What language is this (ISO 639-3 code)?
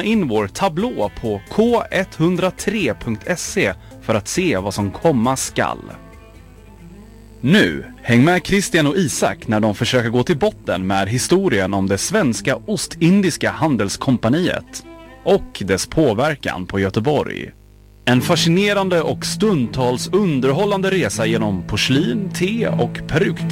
swe